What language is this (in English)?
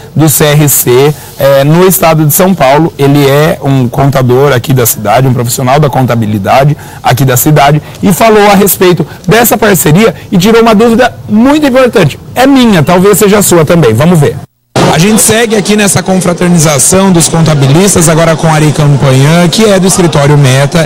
Portuguese